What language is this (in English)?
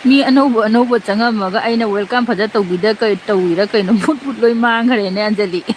Manipuri